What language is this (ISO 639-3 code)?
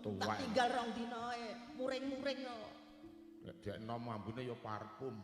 jav